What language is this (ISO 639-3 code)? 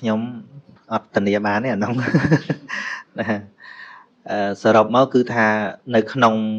khm